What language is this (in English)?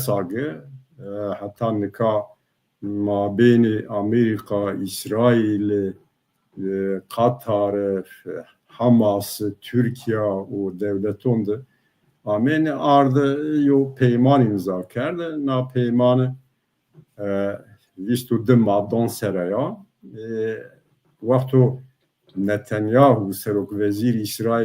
Zaza